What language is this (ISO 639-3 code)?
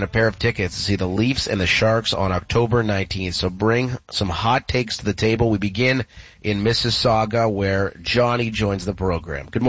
eng